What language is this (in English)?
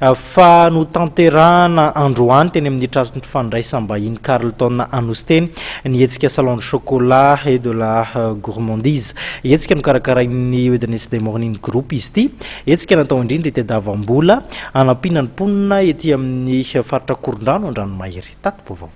Malagasy